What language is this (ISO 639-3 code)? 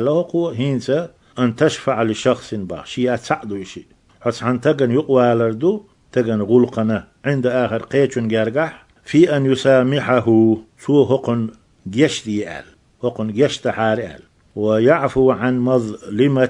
che